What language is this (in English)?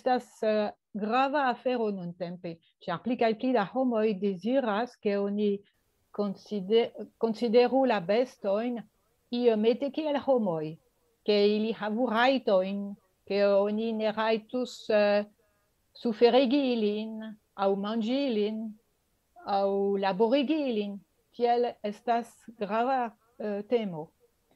Esperanto